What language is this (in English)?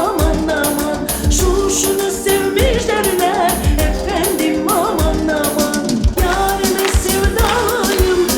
Crimean Tatar